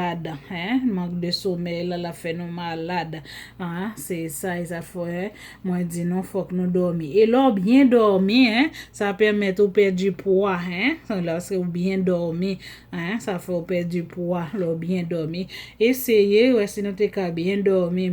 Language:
Haitian Creole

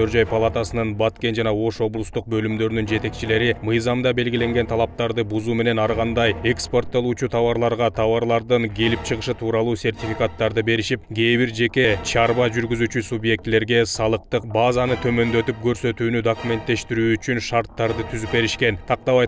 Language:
Kyrgyz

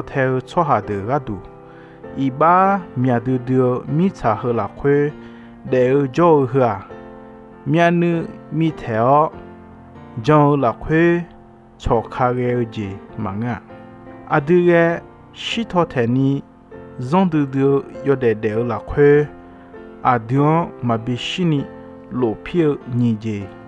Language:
Akha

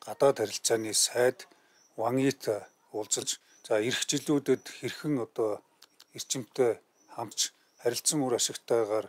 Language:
Mongolian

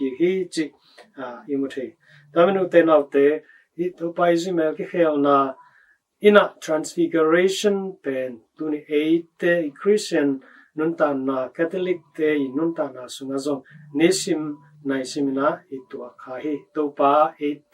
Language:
Tedim Chin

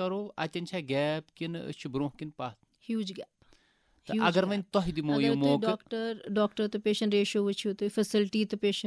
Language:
Kashmiri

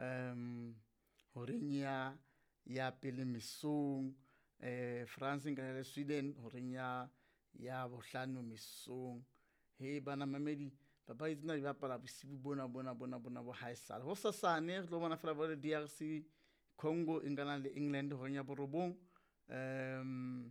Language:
Southern Sotho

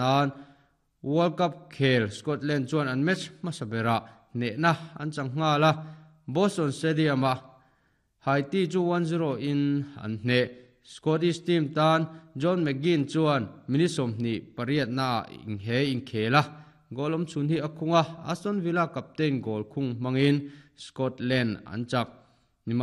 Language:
Mizo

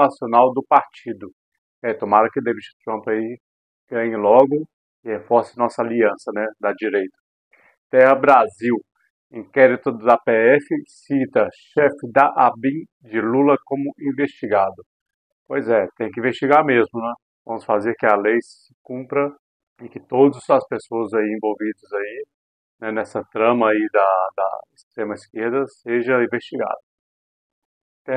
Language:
Portuguese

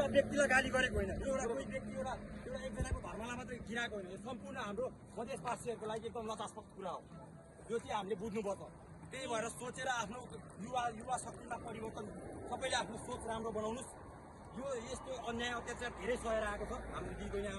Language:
Nepali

